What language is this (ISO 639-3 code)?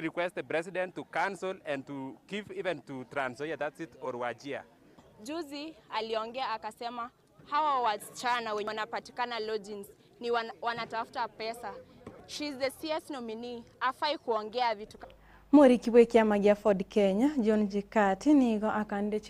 guz